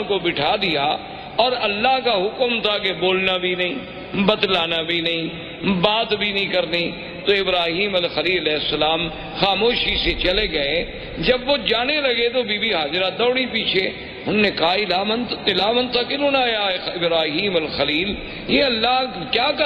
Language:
Urdu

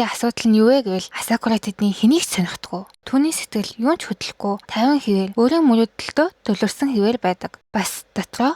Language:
Mongolian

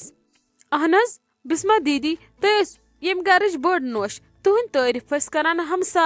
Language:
Kashmiri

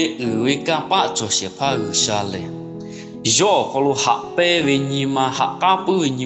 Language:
Lahu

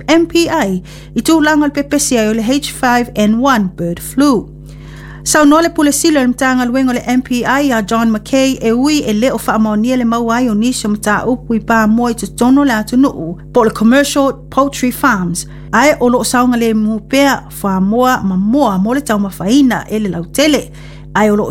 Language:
Samoan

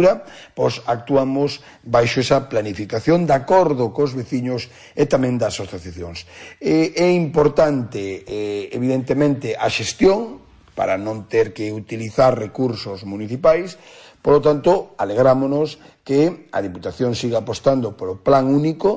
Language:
Galician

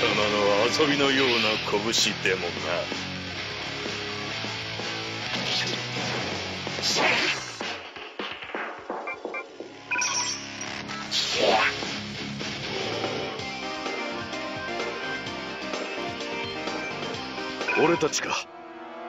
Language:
Japanese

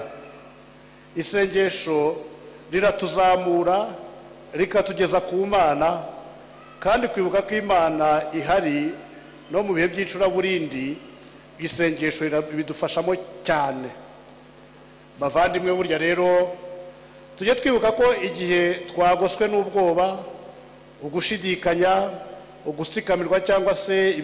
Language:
Kinyarwanda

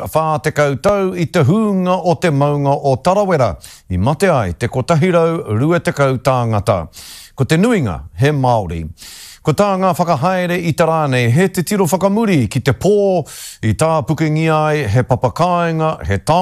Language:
Māori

